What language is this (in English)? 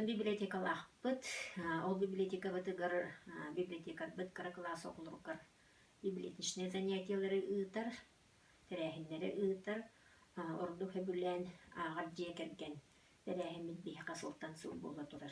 Yakut